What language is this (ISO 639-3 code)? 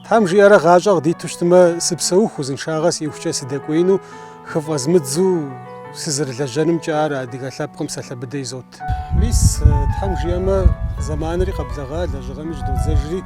kbd